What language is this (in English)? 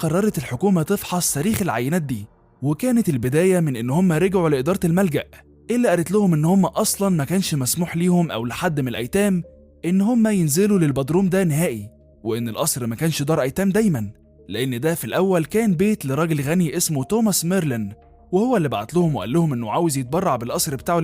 Egyptian Arabic